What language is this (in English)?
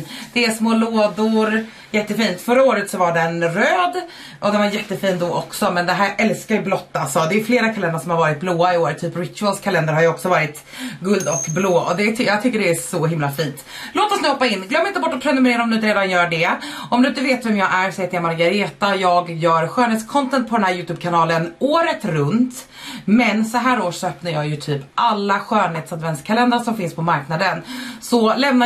Swedish